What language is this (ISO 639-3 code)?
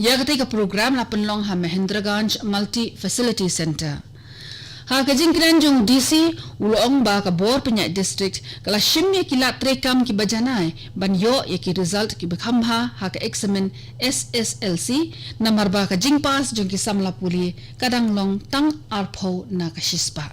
kha